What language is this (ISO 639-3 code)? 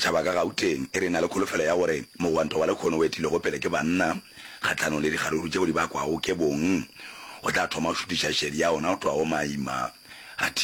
nso